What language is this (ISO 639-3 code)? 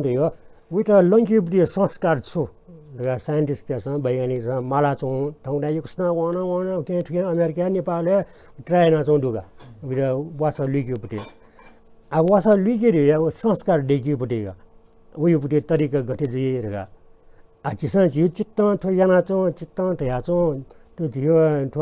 new